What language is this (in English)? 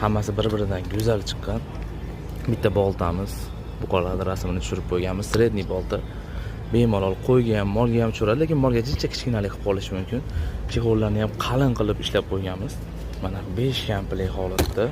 Uzbek